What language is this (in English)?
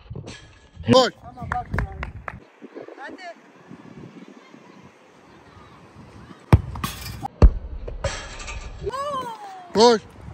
Turkish